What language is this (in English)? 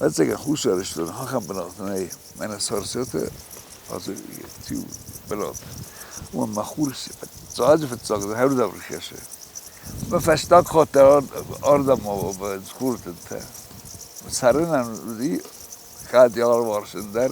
Ossetic